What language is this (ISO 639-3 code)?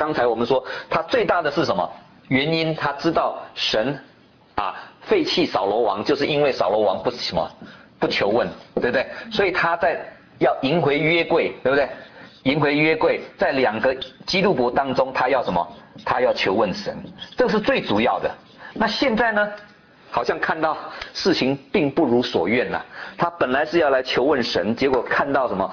zho